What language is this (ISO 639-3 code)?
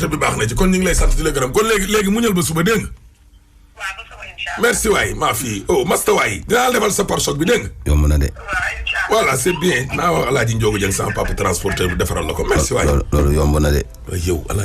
wol